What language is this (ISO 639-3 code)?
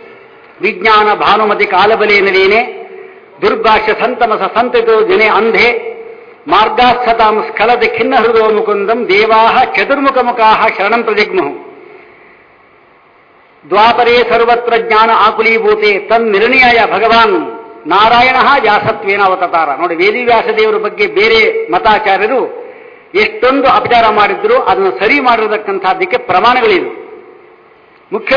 kan